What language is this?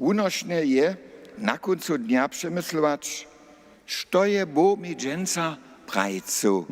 Upper Sorbian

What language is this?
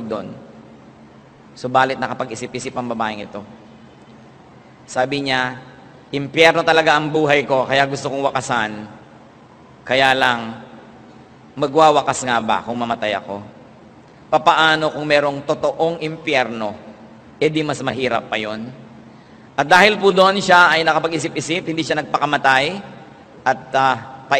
Filipino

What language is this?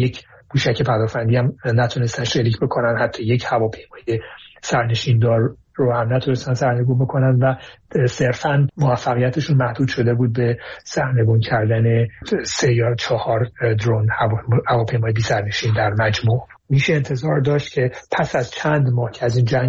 Persian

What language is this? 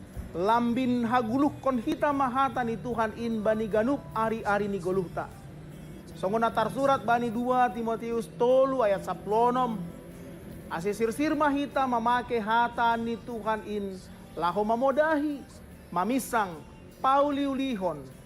Batak Simalungun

